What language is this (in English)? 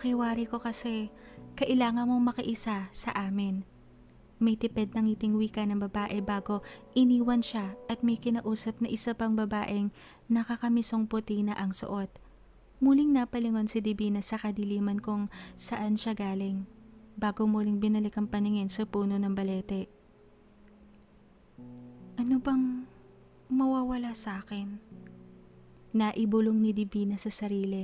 Filipino